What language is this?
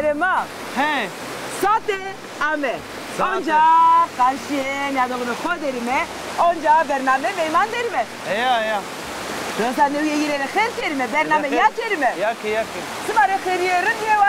Zaza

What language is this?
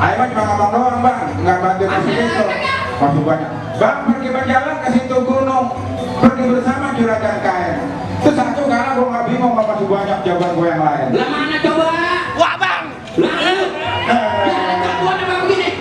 Betawi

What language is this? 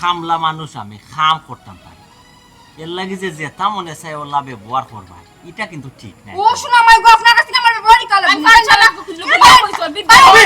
Sylheti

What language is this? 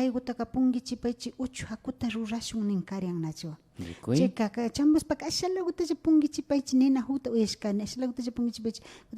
Imbabura Highland Quichua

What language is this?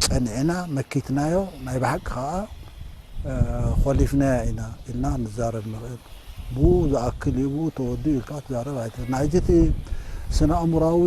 Tigrinya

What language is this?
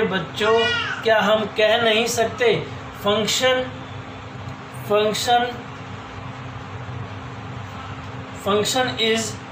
Hindi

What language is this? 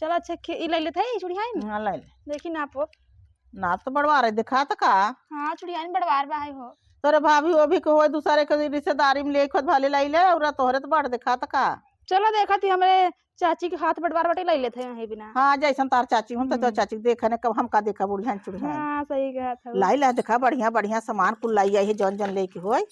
Awadhi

